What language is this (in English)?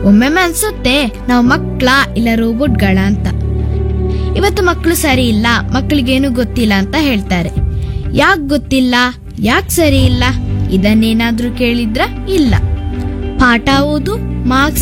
Kannada